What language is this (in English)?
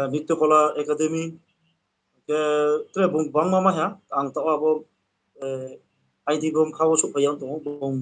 Riang (India)